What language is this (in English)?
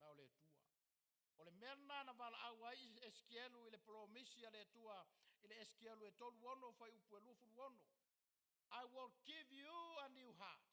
Samoan